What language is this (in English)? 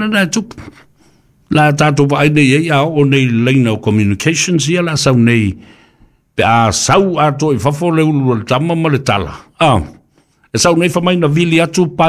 Samoan